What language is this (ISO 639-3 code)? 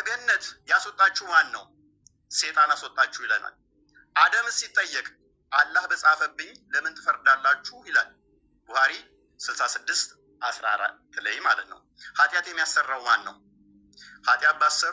amh